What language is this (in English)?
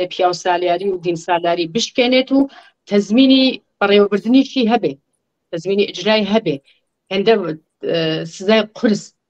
Central Kurdish